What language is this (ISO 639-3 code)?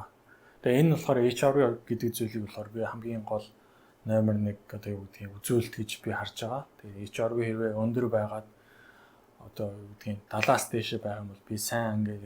mon